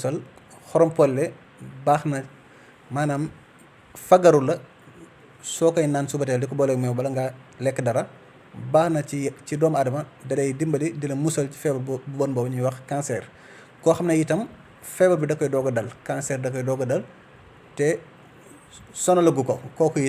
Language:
Wolof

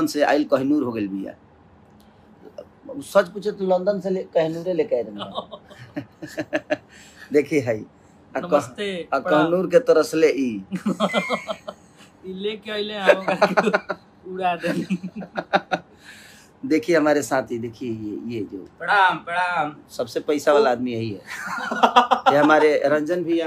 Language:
Bhojpuri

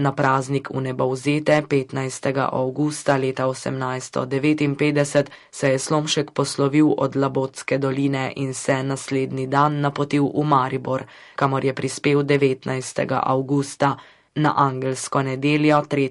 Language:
Slovenian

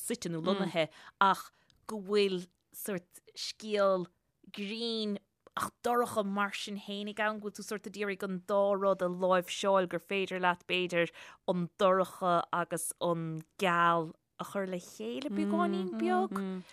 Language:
Irish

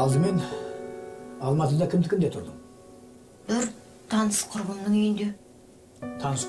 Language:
Kazakh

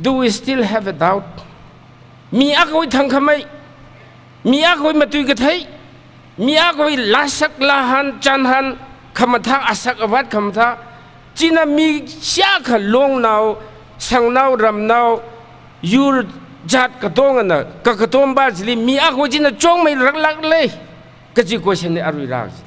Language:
Tangkhul Naga (India)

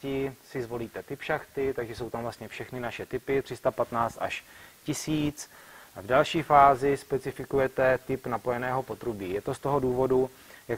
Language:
Czech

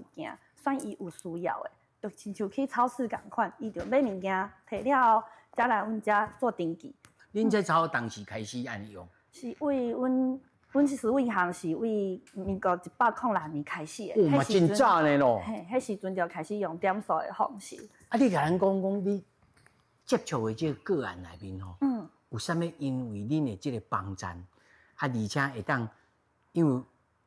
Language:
Min Nan Chinese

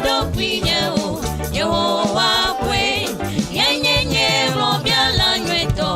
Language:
Ewe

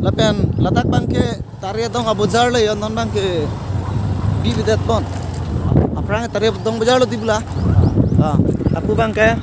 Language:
Karbi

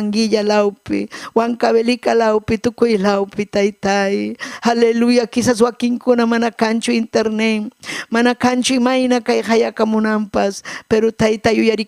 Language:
Ayacucho Quechua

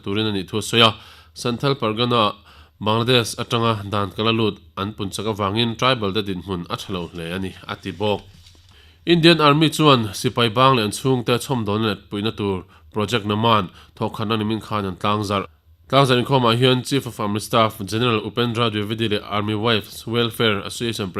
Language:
Mizo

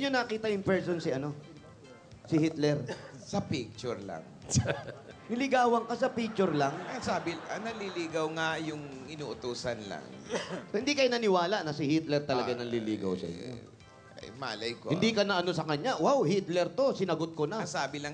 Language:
Filipino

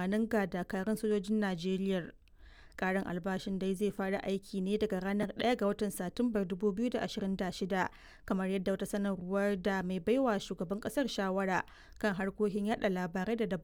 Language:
Hausa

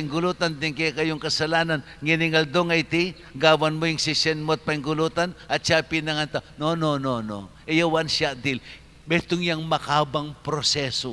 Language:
Pampanga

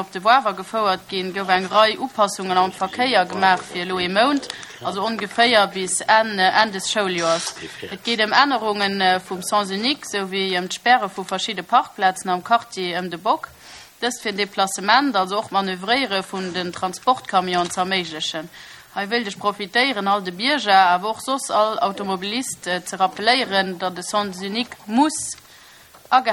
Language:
Luxembourgish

